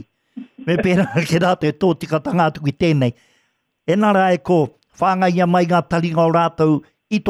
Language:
Māori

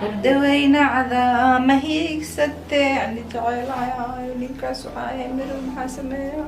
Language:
Somali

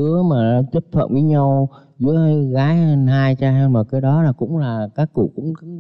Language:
Vietnamese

